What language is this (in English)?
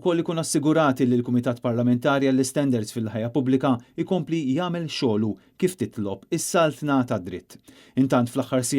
Maltese